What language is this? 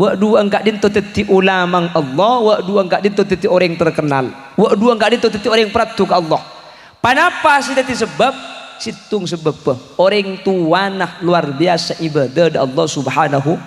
Madurese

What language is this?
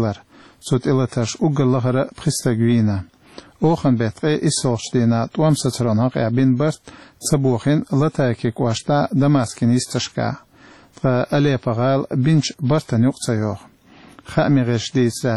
Chechen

